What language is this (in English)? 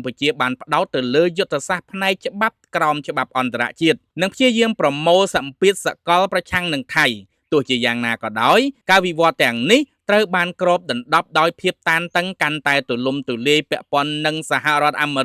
Khmer